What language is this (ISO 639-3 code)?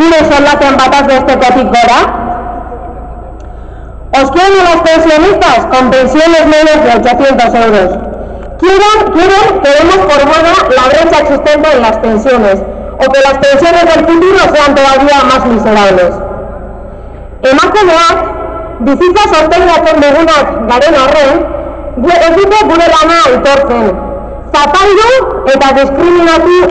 eus